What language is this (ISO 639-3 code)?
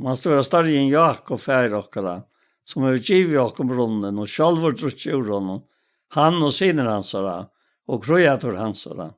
fao